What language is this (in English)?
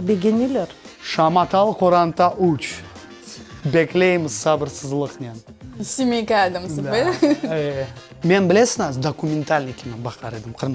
Crimean Tatar